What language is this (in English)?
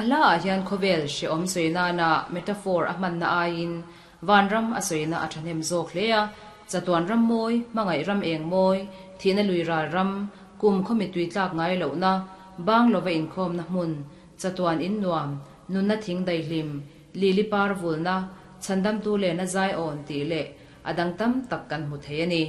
Mizo